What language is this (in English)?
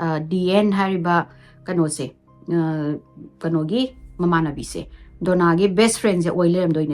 Manipuri